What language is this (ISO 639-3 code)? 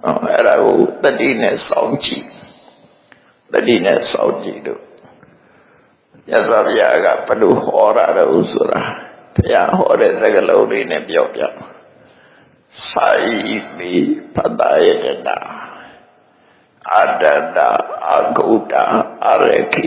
mya